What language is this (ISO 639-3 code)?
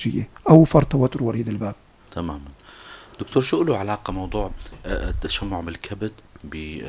apc